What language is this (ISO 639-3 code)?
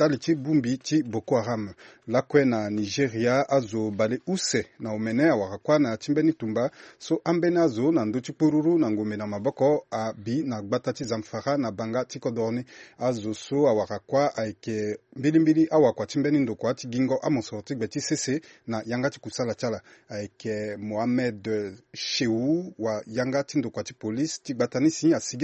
sag